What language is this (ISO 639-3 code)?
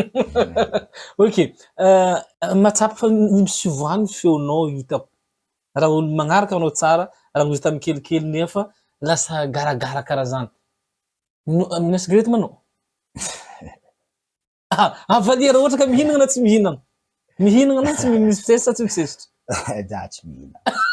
mlg